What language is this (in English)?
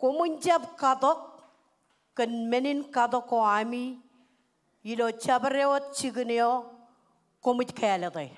Marshallese